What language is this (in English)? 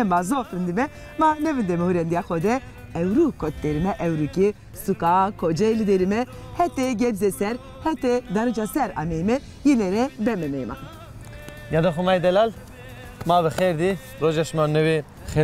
Zaza